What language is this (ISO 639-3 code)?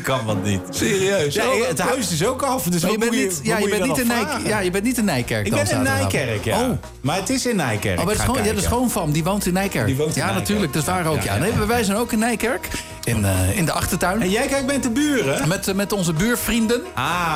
nld